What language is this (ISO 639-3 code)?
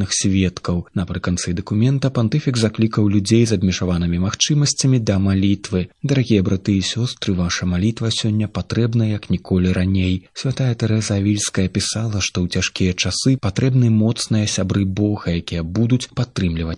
bel